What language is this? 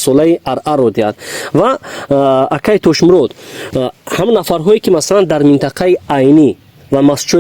Tajik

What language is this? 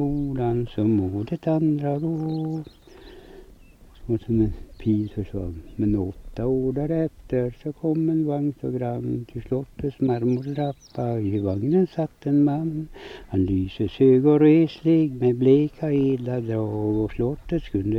Swedish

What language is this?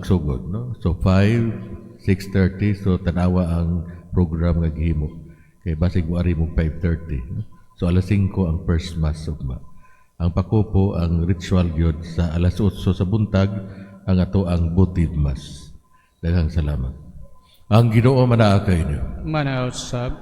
Cebuano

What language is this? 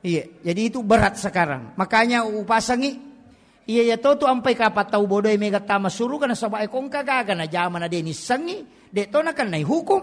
Buginese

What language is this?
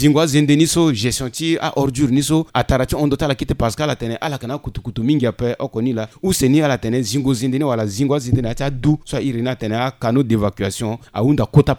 Sango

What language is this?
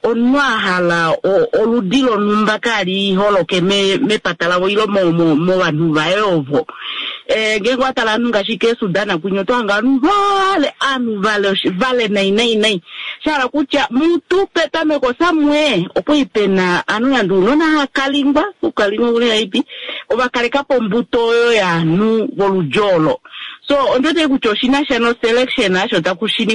Kuanyama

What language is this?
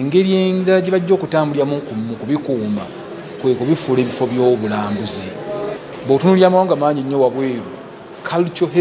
Ganda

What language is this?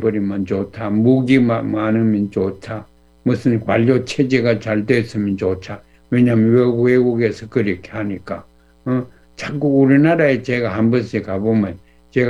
Korean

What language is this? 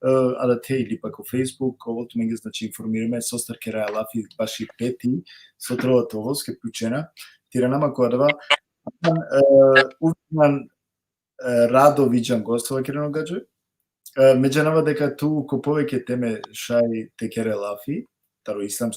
Balkan Romani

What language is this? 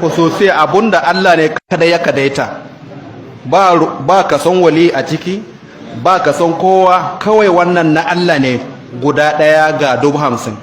Hausa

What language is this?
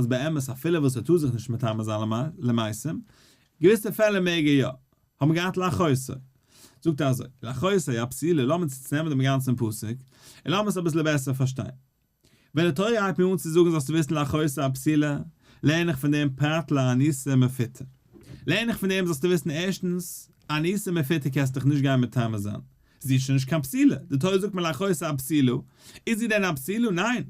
Yiddish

